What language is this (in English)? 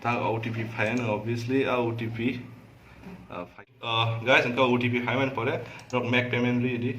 Kok Borok